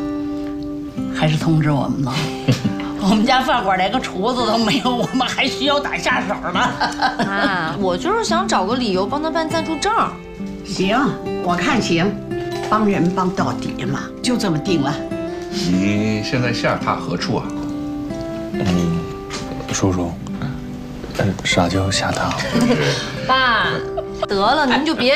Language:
Chinese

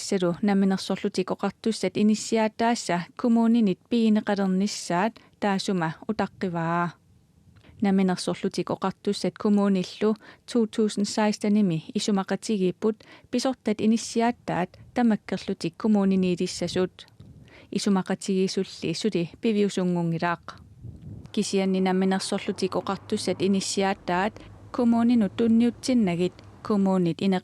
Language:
Kalaallisut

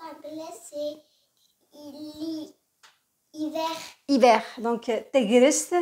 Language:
Kabyle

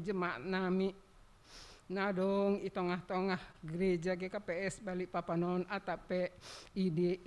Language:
Batak Simalungun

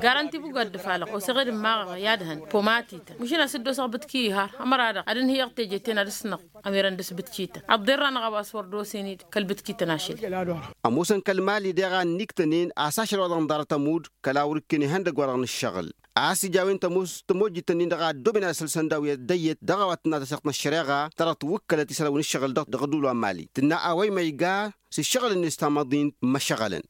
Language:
Tamasheq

